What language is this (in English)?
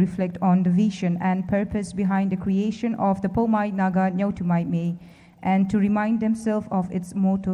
Poumei Naga